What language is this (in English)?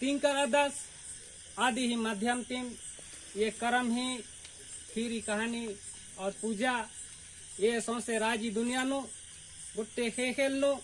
Kurukh